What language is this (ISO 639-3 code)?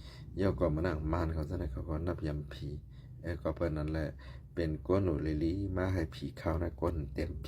shn